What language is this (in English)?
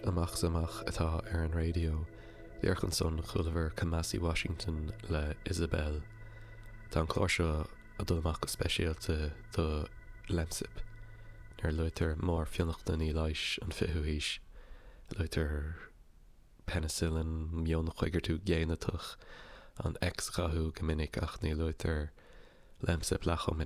Irish